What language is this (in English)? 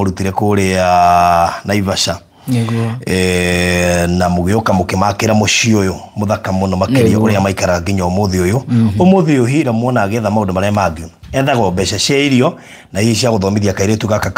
Kikuyu